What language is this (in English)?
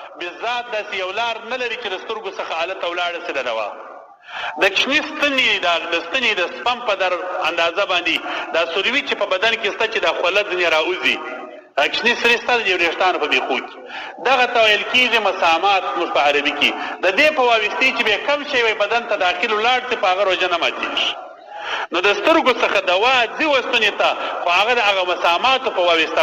Pashto